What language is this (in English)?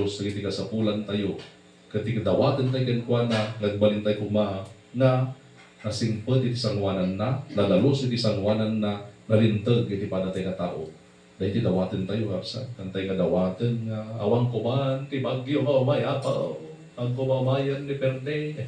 Iloko